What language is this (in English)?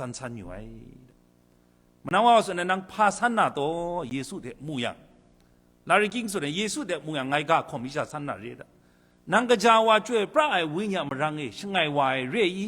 Kachin